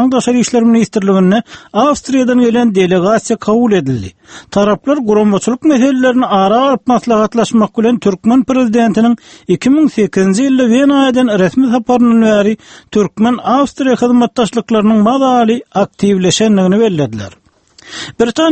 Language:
Turkmen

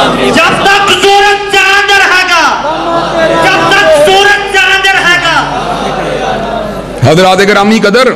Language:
Urdu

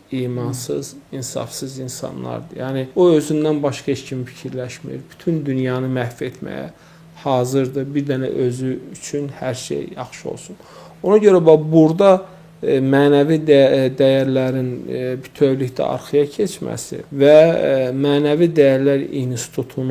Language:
Azerbaijani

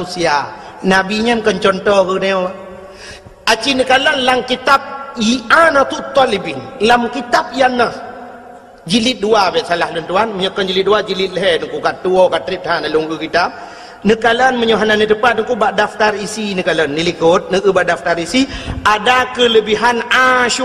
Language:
Achinese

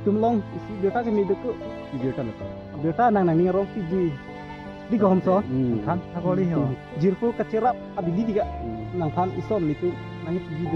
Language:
Karbi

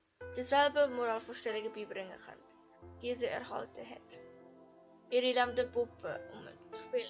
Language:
Swiss German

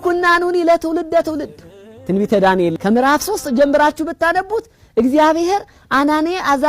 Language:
Amharic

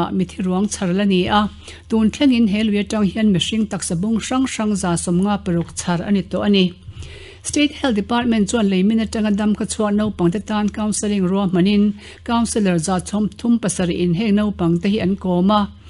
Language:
Mizo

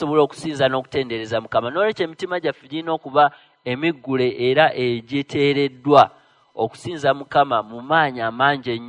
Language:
Ganda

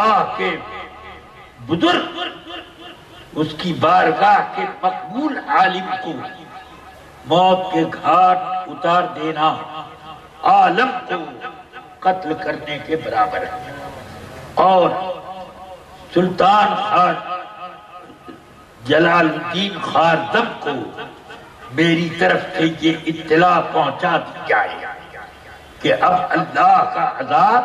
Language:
Urdu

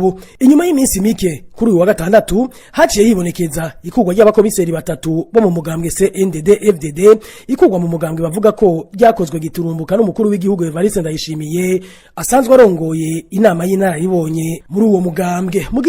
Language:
Rundi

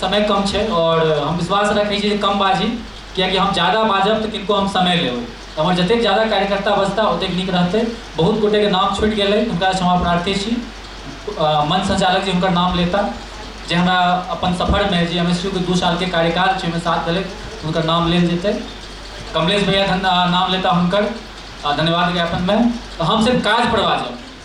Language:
Maithili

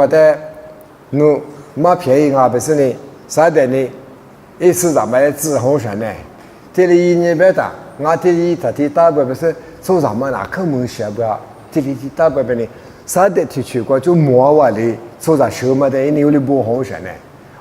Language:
Lisu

